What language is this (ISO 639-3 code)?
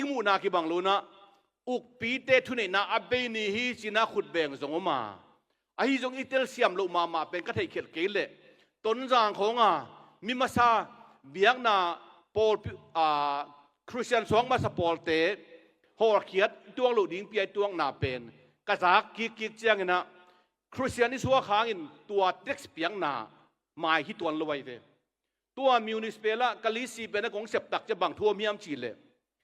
ctd